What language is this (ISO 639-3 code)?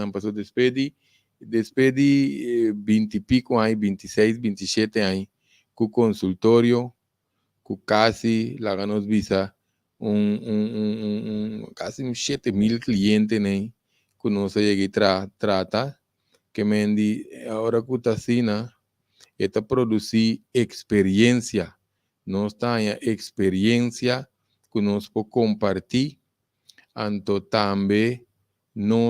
pap